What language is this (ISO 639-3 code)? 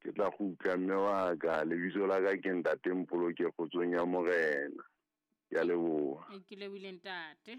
sot